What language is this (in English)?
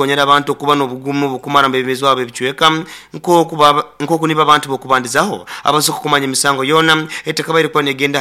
Nyoro